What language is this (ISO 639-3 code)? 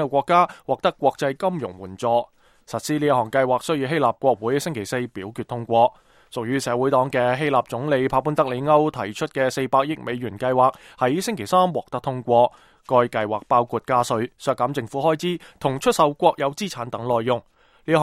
yue